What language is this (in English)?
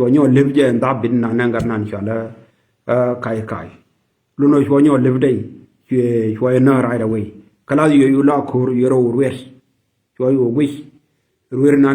Nuer